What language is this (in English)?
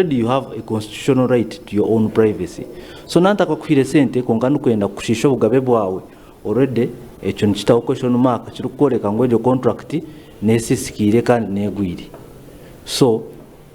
Nyankole